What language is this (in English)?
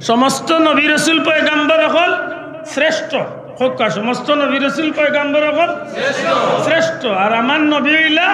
Sylheti